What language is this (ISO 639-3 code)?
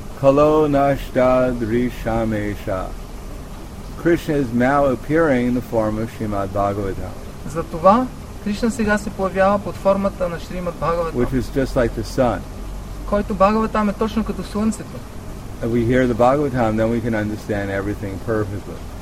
bul